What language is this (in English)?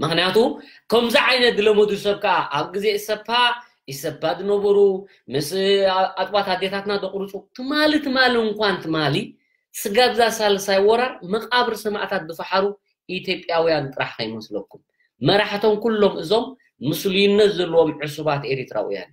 Tigrinya